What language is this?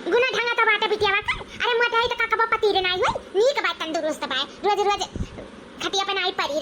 Awadhi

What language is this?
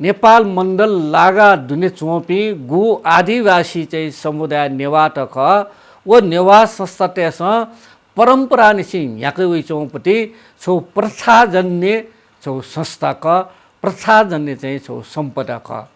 Newari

